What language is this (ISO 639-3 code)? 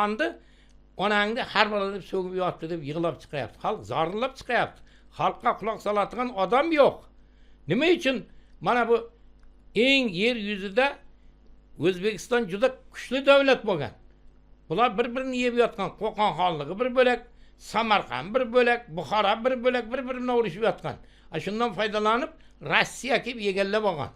uzb